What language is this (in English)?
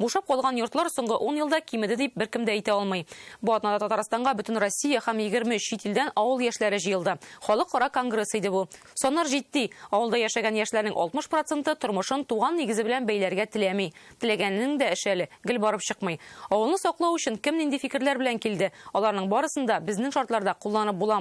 Tatar